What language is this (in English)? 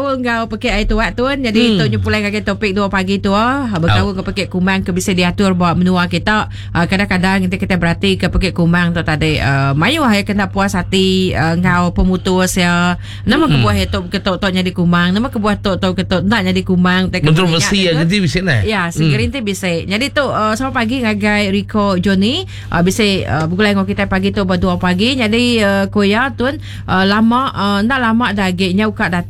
Iban